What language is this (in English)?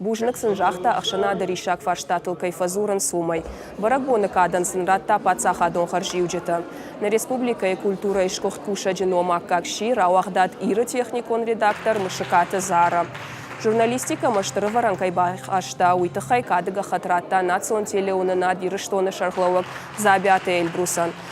Ossetic